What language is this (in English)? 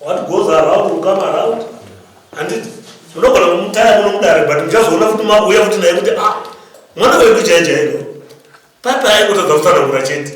Shona